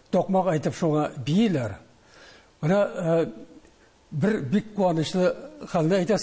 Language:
Tatar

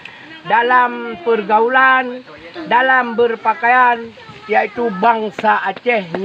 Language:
Achinese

